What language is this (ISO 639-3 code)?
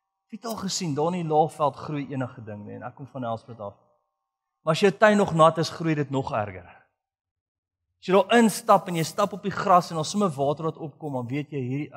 afr